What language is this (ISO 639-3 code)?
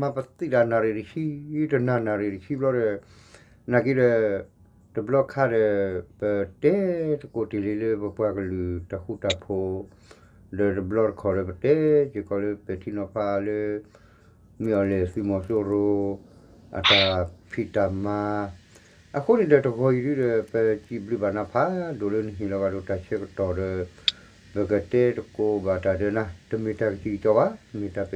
ksw